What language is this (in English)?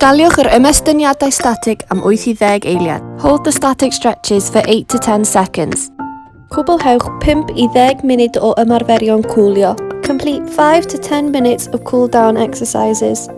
Welsh